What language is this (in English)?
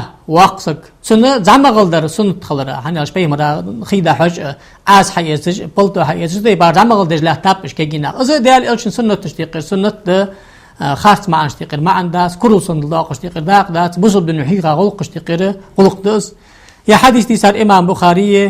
Ingush